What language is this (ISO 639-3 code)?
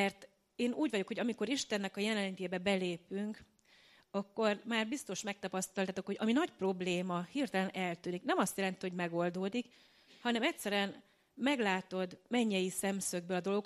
hun